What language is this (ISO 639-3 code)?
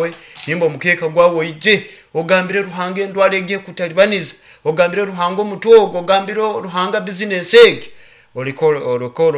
nyo